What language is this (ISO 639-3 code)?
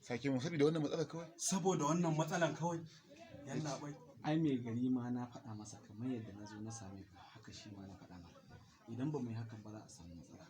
hau